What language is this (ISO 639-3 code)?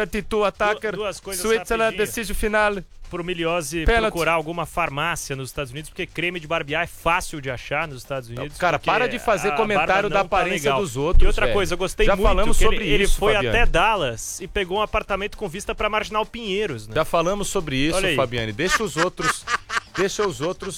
por